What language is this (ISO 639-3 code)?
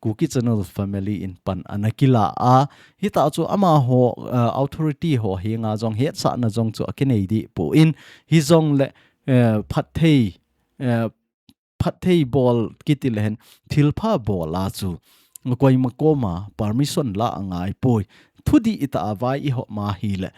tcz